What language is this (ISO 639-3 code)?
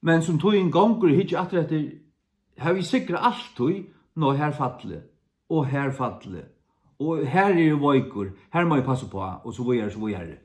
fao